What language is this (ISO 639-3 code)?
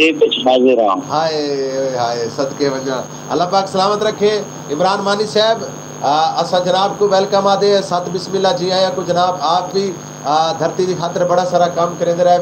skr